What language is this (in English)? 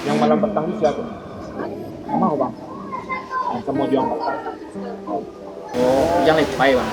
Minangkabau